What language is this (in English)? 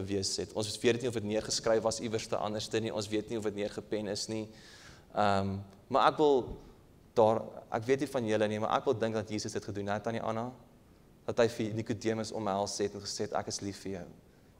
Afrikaans